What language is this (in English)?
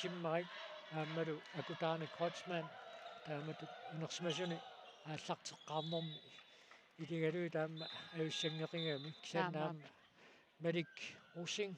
Kalaallisut